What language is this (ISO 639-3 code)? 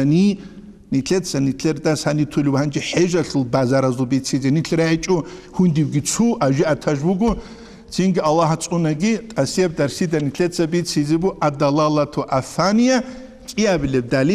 ava